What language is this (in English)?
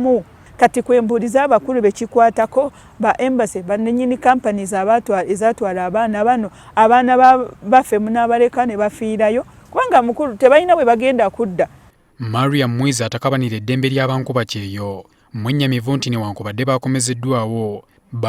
Ganda